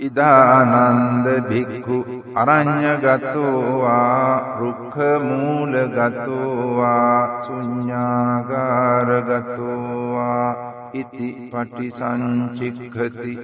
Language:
Pali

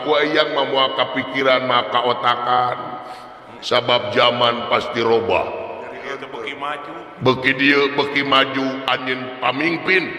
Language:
Sundanese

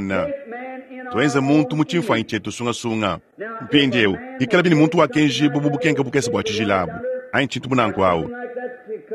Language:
Luba-Lulua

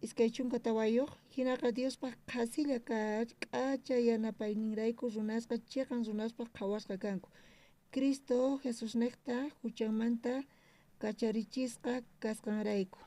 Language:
South Bolivian Quechua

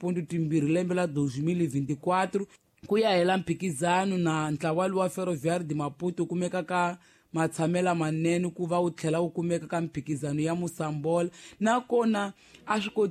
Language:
Tsonga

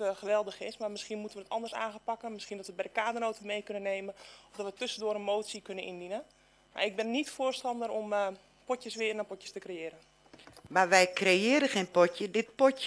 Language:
Dutch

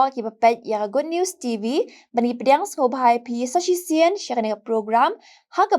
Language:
Khasi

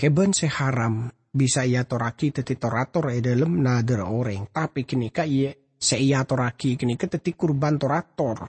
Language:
Madurese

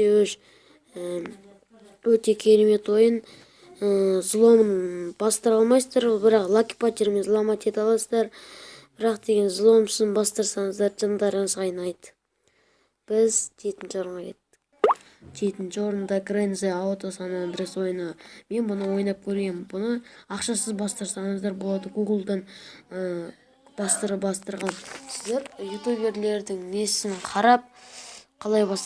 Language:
Kazakh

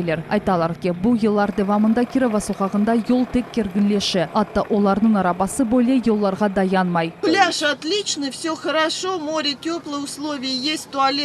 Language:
Crimean Tatar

